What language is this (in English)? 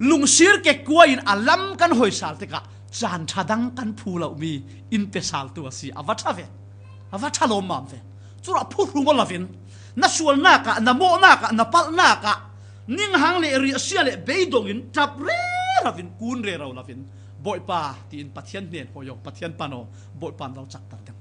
Falam Chin